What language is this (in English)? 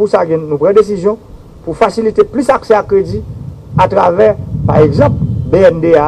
Haitian Creole